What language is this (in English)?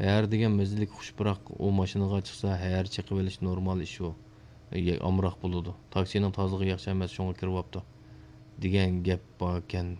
Uyghur